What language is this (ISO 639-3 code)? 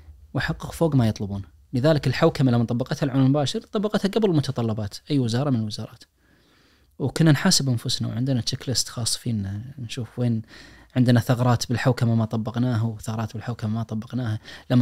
ars